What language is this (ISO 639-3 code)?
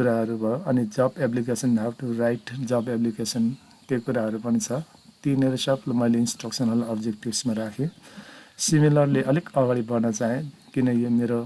nep